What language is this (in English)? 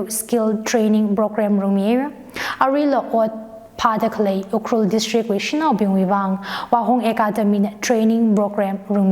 Tangkhul Naga (India)